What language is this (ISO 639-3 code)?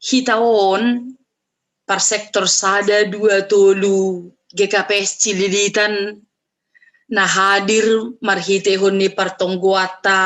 bts